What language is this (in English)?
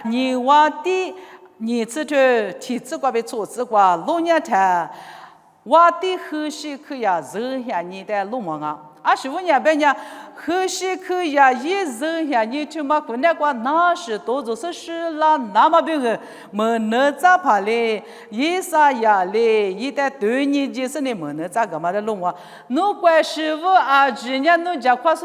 Lisu